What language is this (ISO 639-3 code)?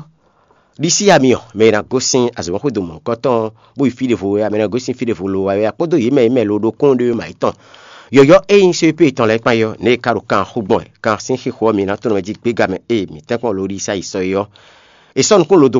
fon